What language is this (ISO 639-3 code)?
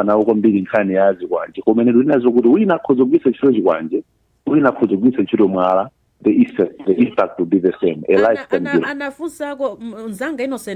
nya